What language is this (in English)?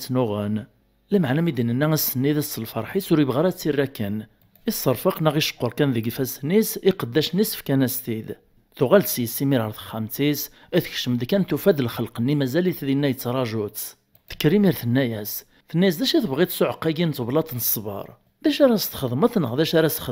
Kabyle